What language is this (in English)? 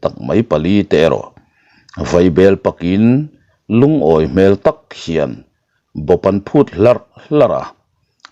Mizo